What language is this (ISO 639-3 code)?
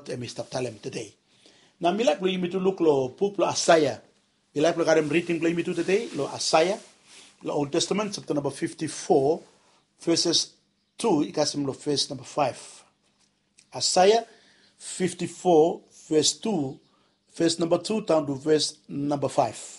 bis